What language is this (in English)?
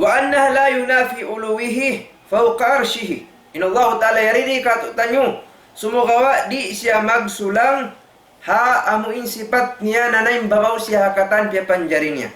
Tausug